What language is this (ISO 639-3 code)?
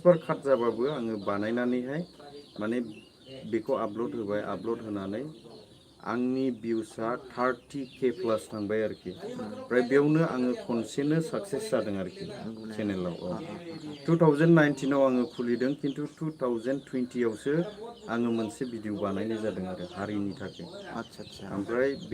brx